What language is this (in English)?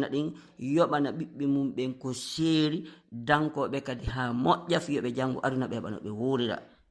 Fula